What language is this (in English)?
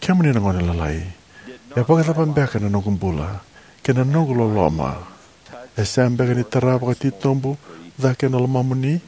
Fijian